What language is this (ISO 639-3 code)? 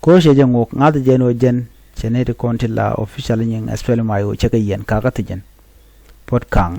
nus